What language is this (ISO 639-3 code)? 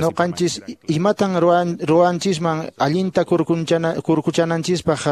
que